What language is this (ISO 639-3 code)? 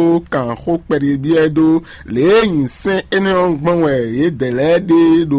fon